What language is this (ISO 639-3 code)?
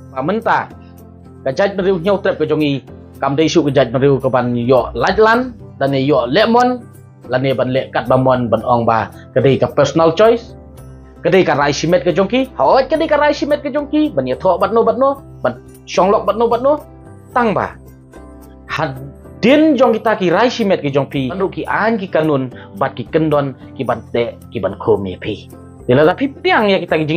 kha